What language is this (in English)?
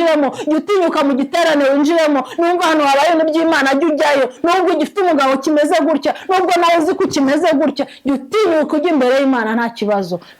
Kinyarwanda